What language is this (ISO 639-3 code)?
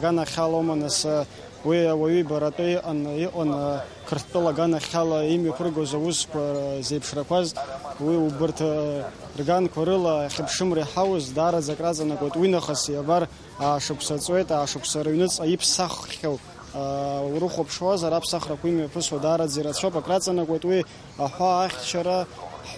abk